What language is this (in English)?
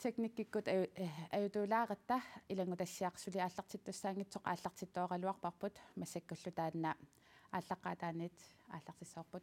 Kalaallisut